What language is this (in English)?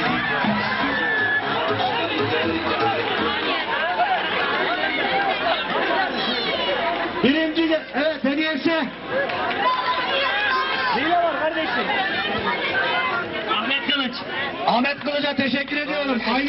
Turkish